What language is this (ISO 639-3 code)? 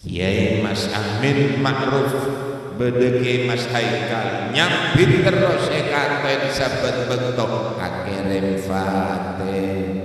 mad